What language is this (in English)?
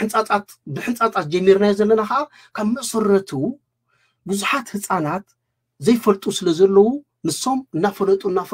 Tigrinya